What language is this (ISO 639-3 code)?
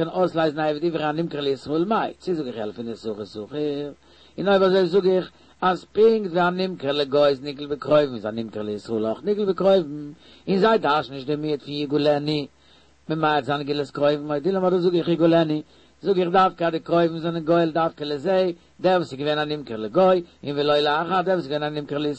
yid